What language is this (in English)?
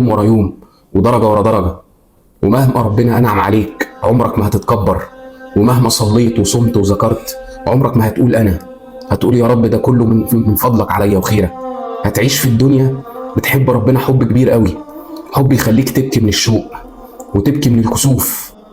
Egyptian Arabic